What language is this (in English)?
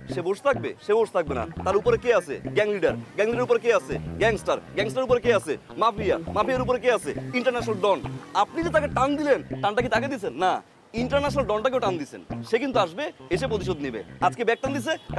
Bangla